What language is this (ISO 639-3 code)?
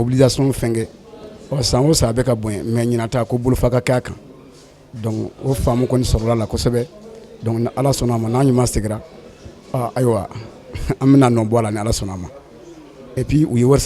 bam